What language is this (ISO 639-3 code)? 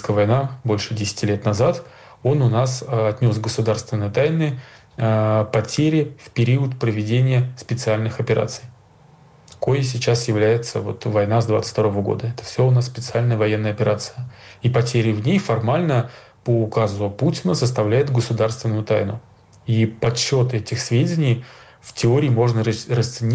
rus